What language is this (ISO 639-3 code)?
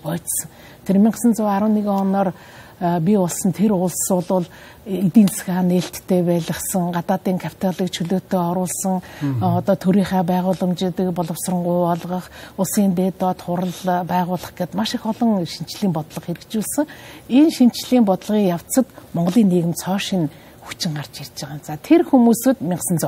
mon